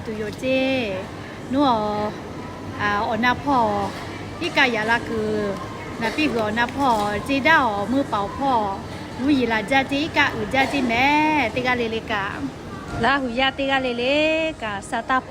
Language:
Lahu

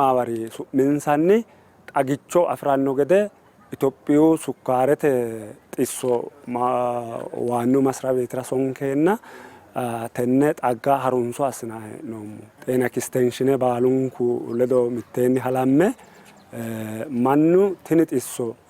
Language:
Sidamo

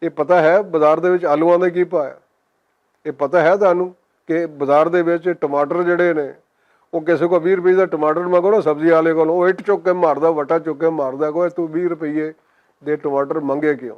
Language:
Western Panjabi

